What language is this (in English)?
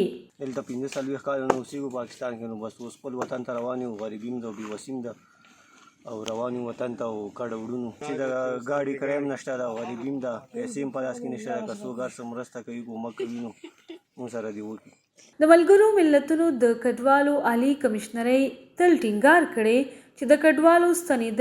Pashto